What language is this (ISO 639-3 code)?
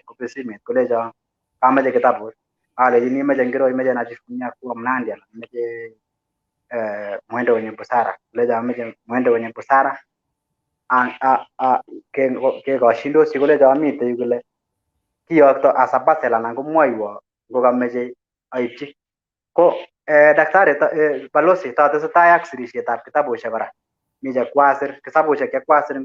kln